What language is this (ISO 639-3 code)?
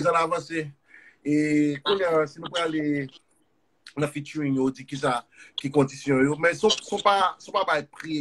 hat